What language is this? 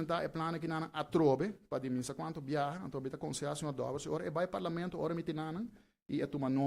Papiamento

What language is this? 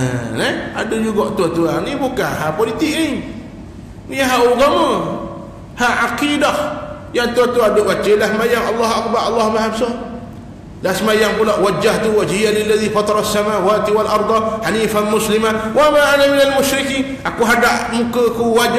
Malay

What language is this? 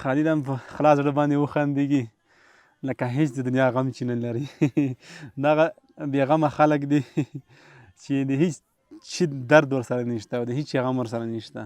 Pashto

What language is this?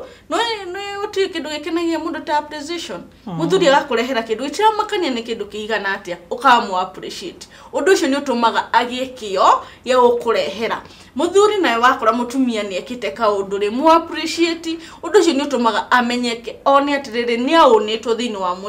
Kikuyu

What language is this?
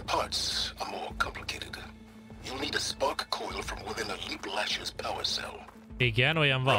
Hungarian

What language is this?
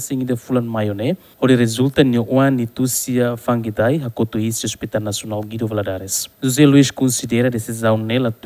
Tetum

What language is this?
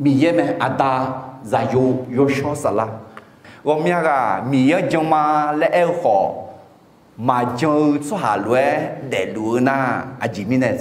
Akha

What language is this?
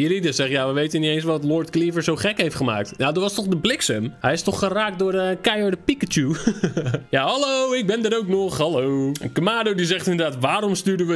Dutch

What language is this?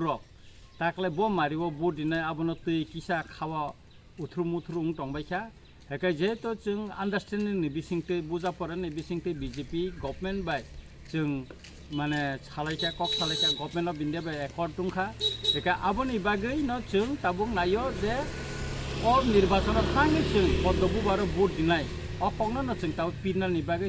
Kok Borok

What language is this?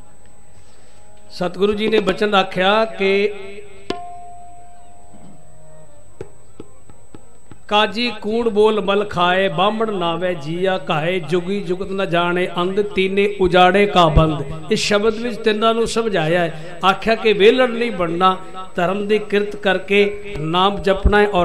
Punjabi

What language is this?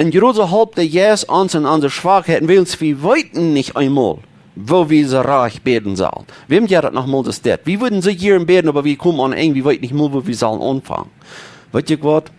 Plautdietsch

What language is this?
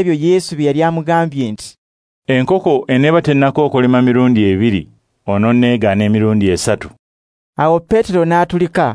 Ganda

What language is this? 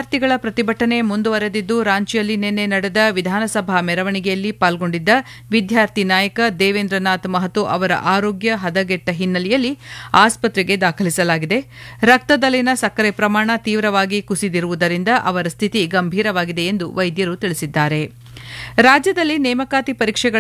Kannada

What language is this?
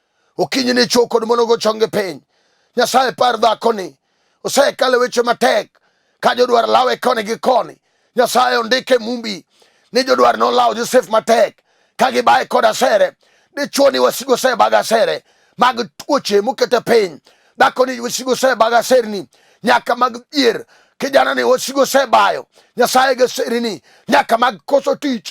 Luo (Kenya and Tanzania)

